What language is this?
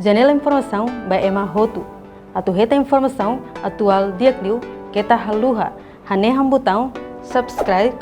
Tetum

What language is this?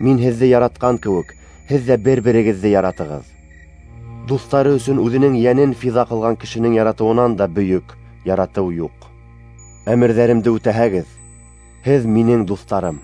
Bashkir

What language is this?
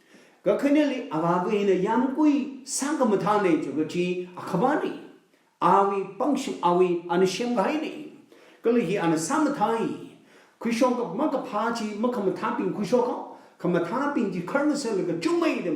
Tangkhul Naga (India)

